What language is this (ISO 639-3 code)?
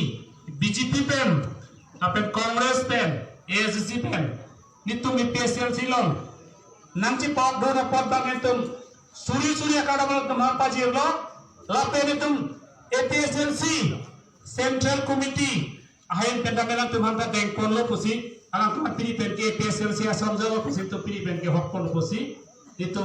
mjw